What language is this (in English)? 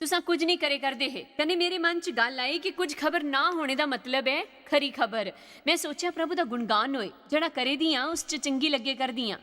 Dogri